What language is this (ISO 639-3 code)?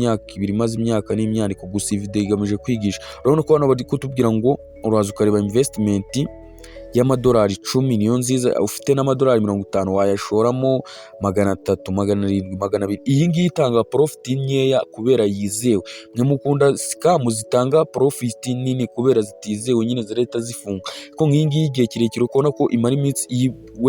kin